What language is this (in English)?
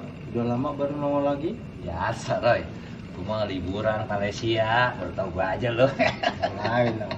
Betawi